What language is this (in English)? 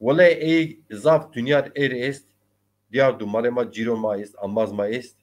Zaza